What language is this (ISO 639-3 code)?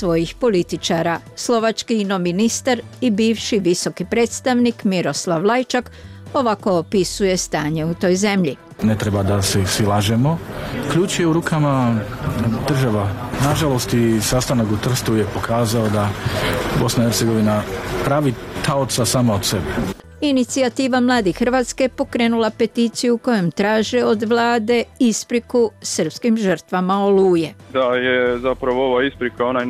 bos